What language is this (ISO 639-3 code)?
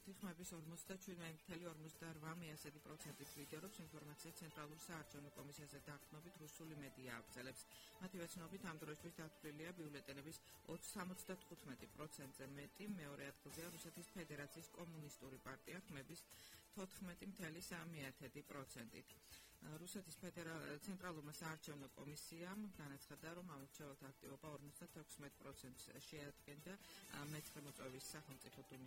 kat